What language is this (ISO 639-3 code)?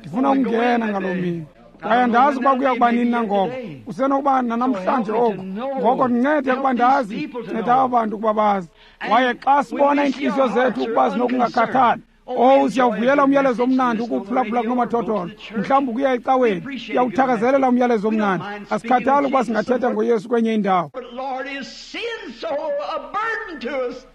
xho